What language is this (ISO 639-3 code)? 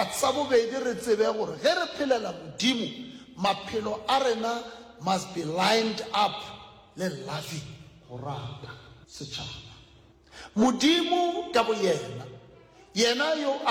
nso